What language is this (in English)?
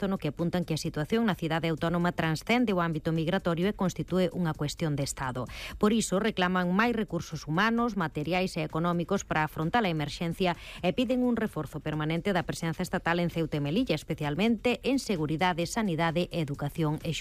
Galician